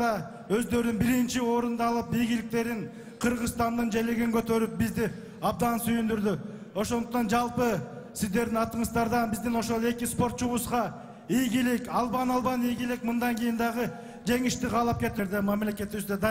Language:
Kyrgyz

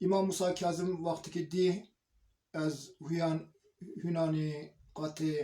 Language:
Zaza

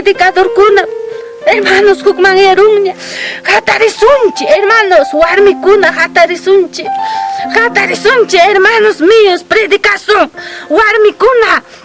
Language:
Ayacucho Quechua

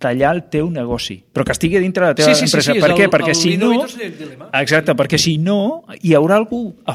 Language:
Catalan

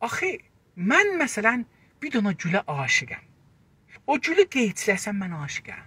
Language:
South Azerbaijani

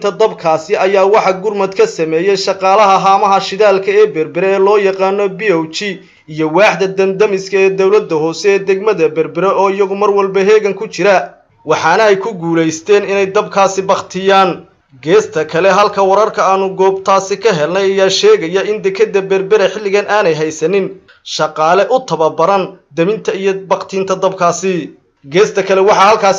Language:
Somali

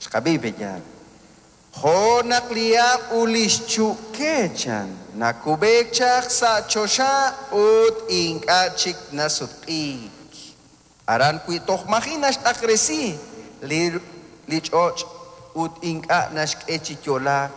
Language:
Kekchí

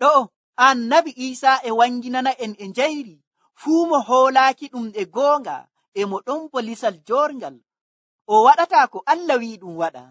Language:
Nigerian Fulfulde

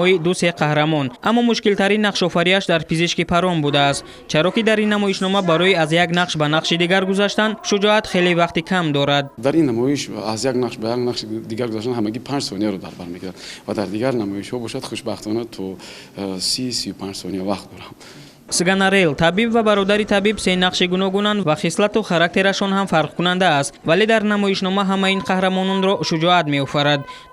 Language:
Tajik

